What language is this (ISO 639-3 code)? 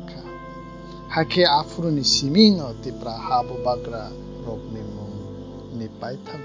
trp